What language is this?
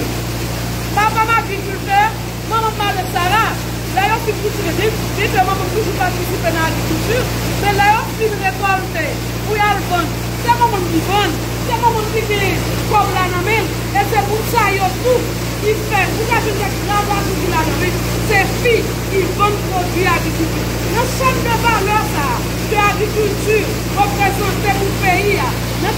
Haitian Creole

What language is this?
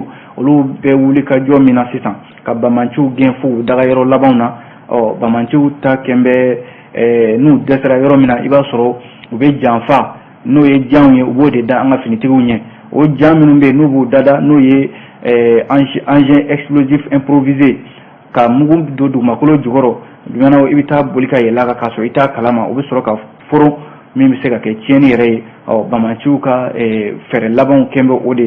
Bambara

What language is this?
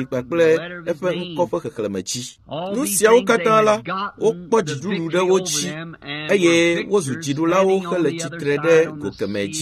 Ewe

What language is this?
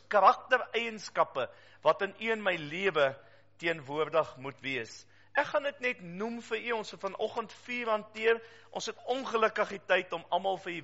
Afrikaans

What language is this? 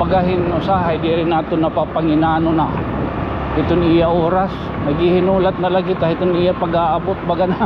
Waray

